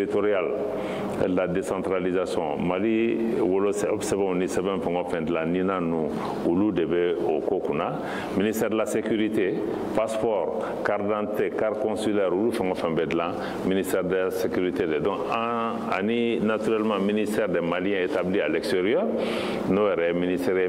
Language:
Bambara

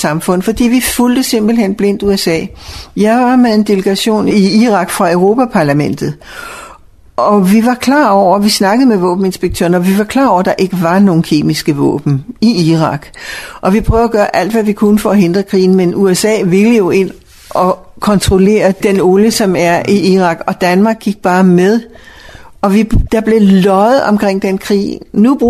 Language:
Danish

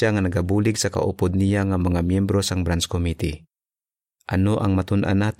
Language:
Hiligaynon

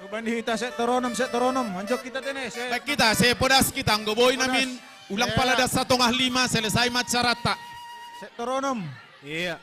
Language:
Batak Simalungun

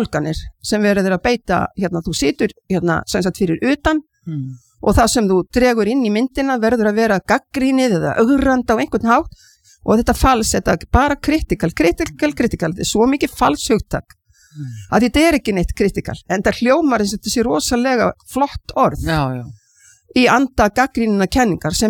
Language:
Icelandic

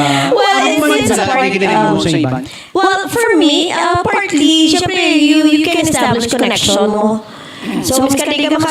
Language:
Hiligaynon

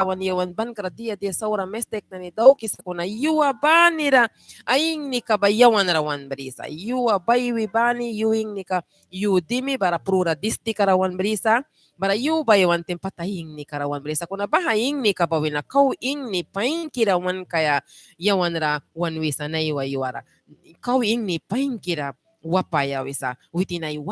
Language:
Mískito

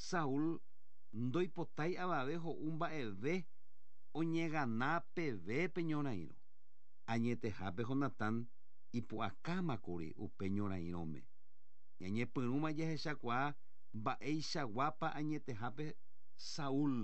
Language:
Guarani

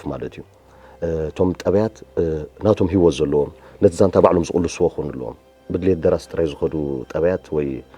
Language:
Tigrinya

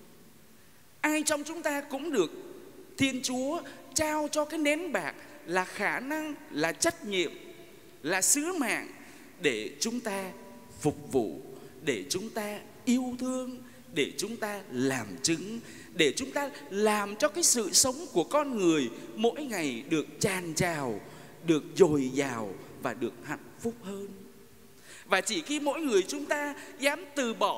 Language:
Vietnamese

